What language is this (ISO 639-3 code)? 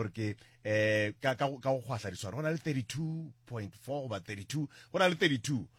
nso